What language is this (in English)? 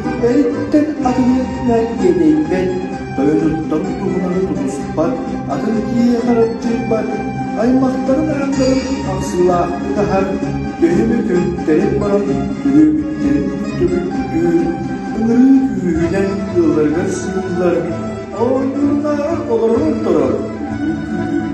Yakut